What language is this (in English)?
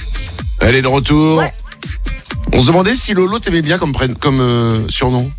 French